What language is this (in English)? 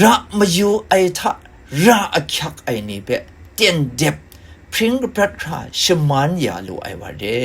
Kachin